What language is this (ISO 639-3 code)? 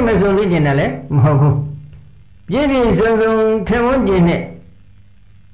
mya